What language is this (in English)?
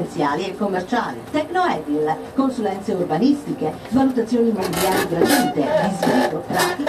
Italian